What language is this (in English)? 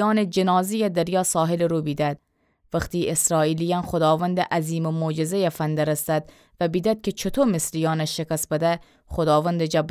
Gilaki